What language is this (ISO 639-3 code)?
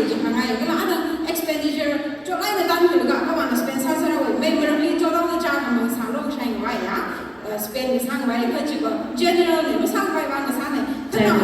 nmf